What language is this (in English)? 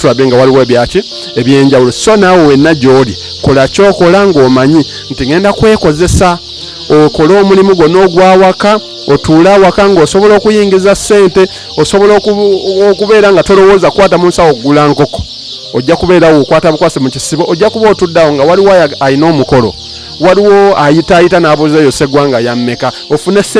Ganda